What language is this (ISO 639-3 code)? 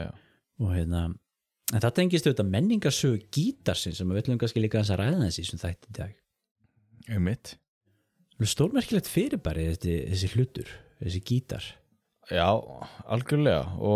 isl